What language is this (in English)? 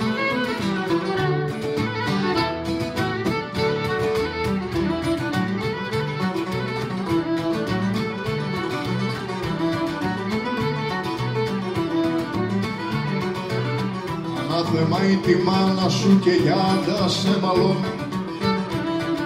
Greek